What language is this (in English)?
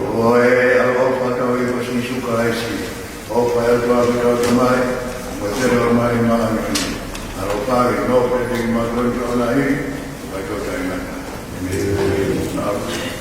Tongan